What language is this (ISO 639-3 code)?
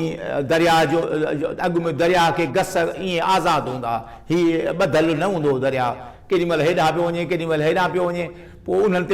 snd